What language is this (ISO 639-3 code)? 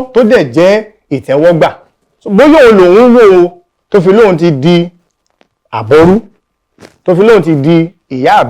yor